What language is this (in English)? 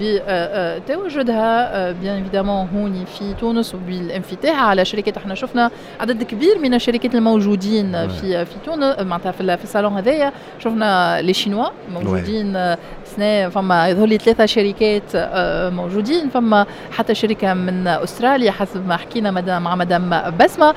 Tunisian Arabic